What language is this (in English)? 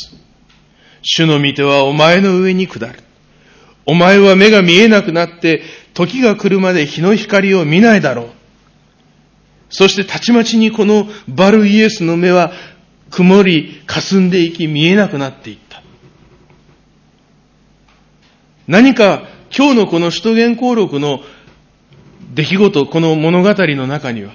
Japanese